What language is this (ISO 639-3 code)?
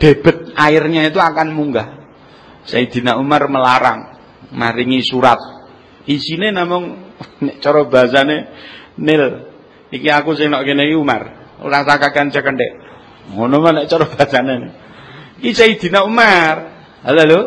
jav